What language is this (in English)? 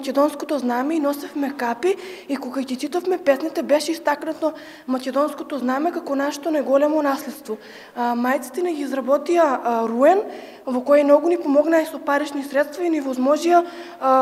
Macedonian